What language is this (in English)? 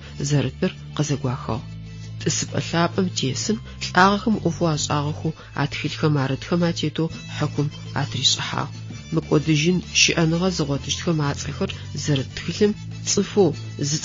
Adyghe